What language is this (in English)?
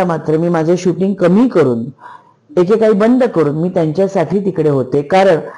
Marathi